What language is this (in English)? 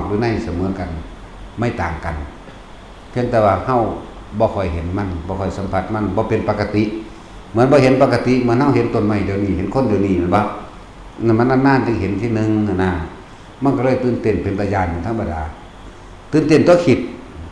Lao